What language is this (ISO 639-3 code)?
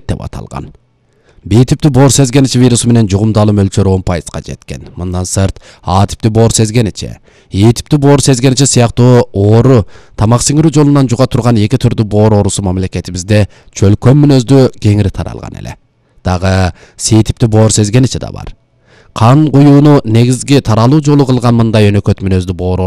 kir